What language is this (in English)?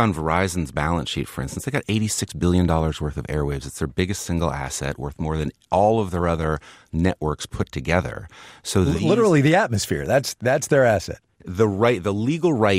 English